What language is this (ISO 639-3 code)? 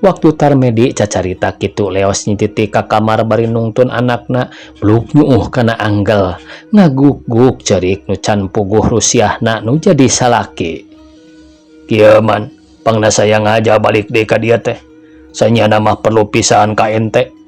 sun